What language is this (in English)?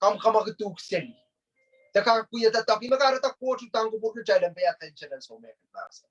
Pohnpeian